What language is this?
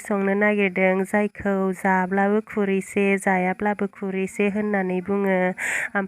Bodo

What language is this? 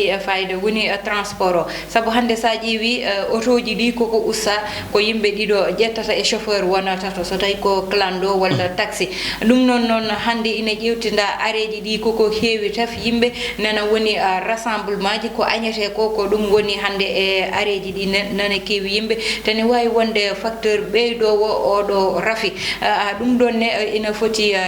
Fula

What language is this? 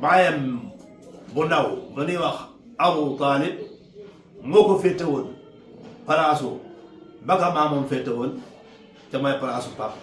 Wolof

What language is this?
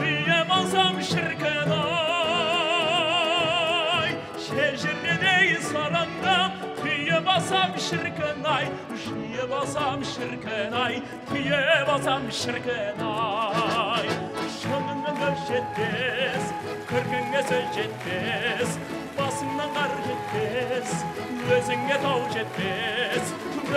Kazakh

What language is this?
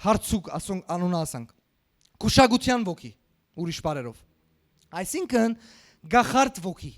Western Armenian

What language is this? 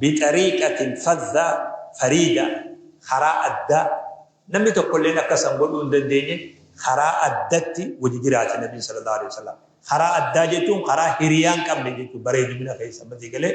Oromo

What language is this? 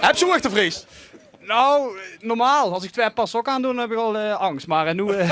Limburgish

